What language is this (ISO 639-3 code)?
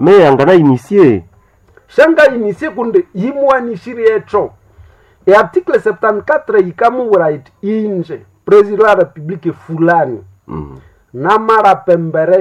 nnb